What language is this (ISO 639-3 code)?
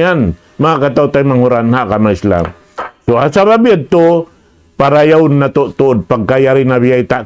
tsg